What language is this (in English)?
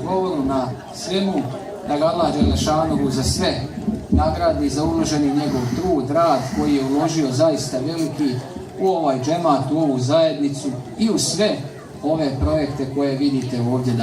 Bosnian